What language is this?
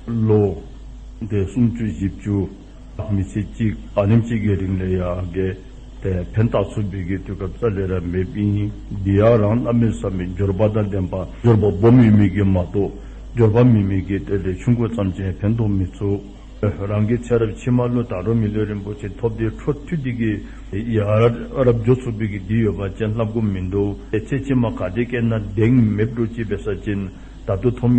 Dzongkha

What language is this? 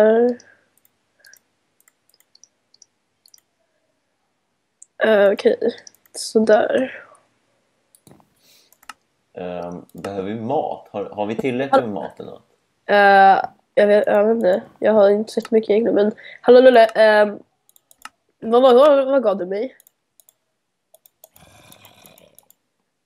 Swedish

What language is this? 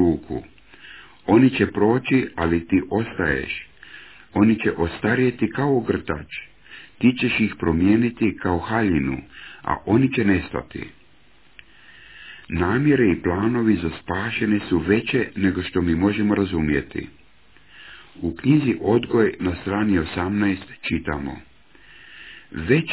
Croatian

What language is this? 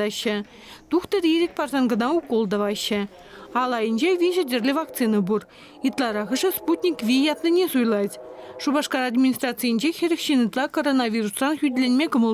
Chuvash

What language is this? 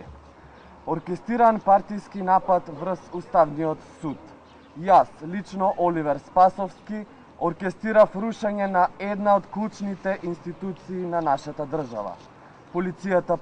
Macedonian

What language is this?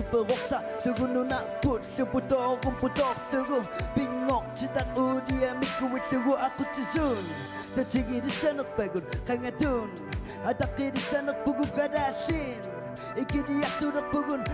Kalaallisut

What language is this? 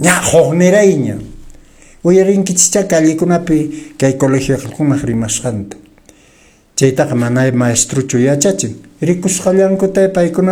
Quechua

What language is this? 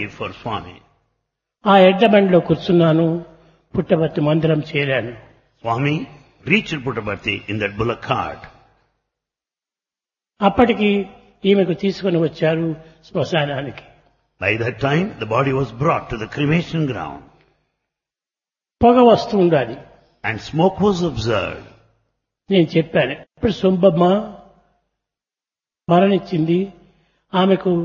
Telugu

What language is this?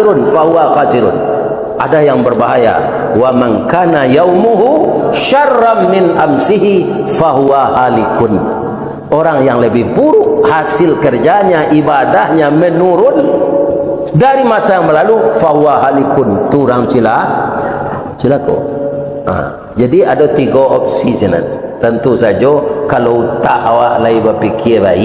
Minangkabau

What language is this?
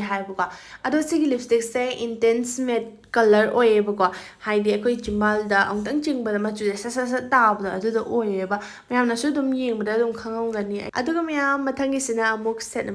Manipuri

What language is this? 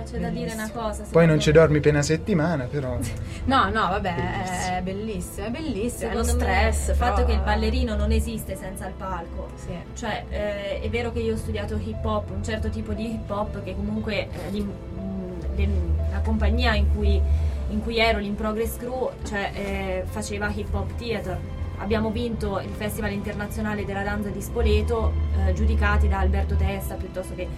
Italian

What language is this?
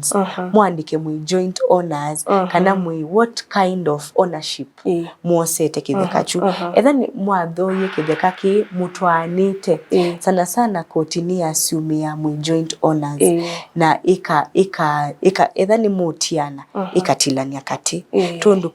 Kamba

